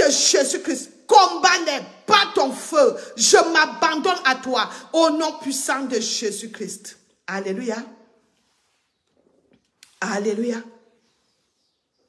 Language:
French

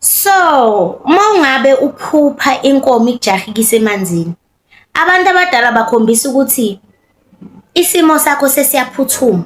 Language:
Zulu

